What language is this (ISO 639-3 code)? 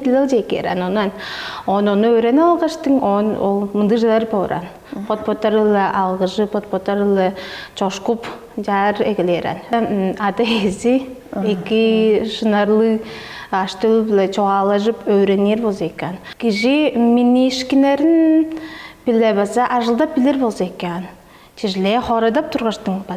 tyv